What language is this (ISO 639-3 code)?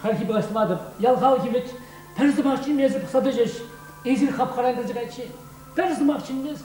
chv